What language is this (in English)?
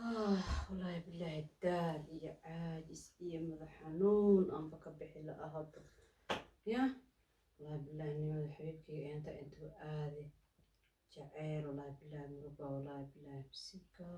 Somali